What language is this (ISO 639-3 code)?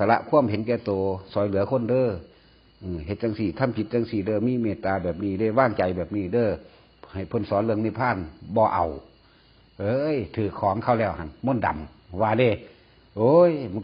tts